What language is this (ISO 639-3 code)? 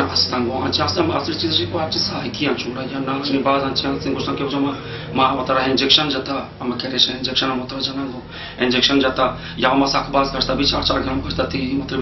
bal